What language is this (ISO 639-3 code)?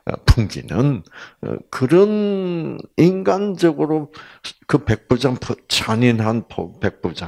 kor